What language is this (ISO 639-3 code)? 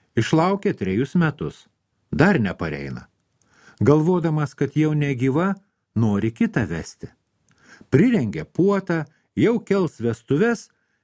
lit